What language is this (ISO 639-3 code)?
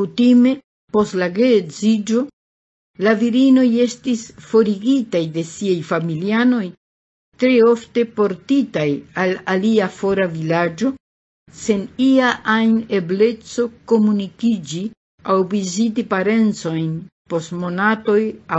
epo